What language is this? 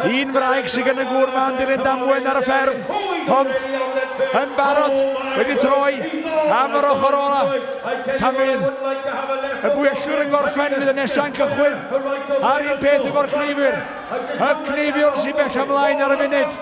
Welsh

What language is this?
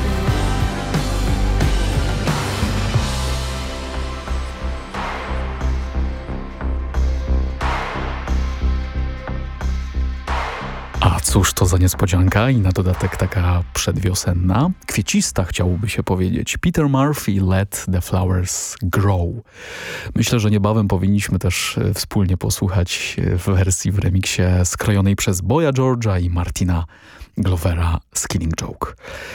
Polish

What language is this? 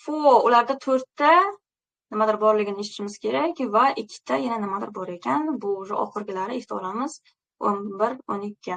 Uzbek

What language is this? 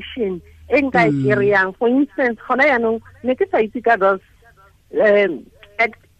Tswana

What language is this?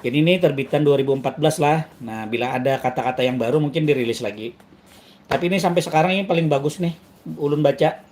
Banjar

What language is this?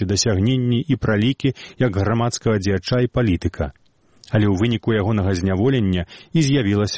Belarusian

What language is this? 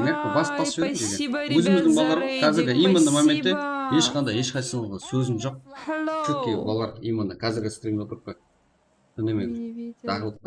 Kara-Kalpak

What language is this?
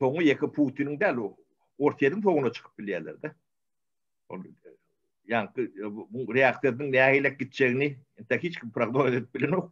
Turkmen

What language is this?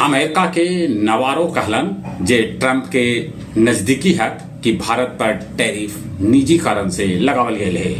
Magahi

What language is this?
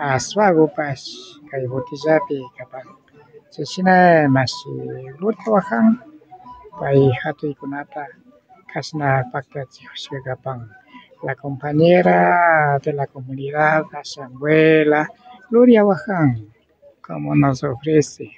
Imbabura Highland Quichua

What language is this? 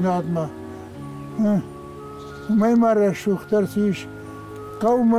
Ossetic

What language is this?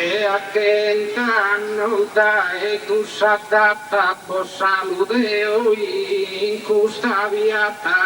Sardinian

